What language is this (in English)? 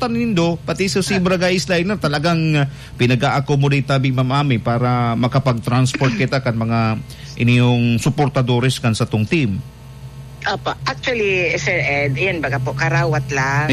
Bikol